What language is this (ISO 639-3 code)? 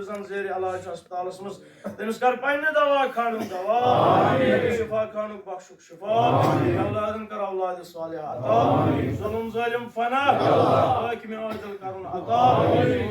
kas